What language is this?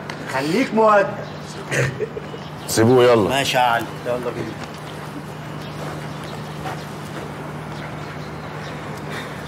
Egyptian Arabic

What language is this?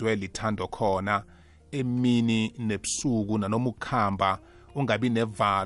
South Ndebele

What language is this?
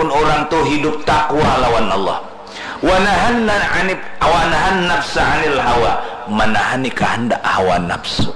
Banjar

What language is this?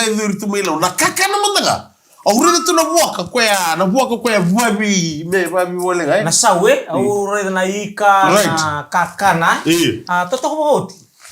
Fijian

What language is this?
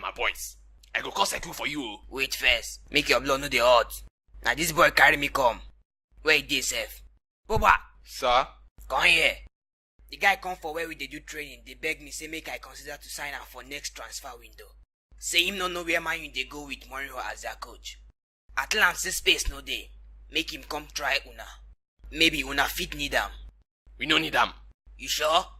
Nigerian Pidgin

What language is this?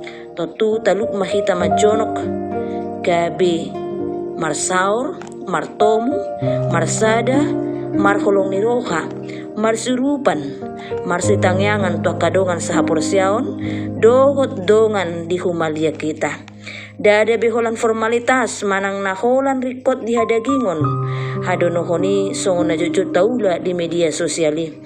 Batak Toba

